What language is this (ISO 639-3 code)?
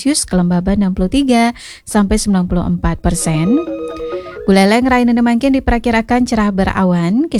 ban